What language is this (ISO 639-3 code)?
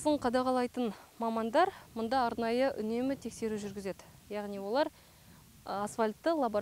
kaz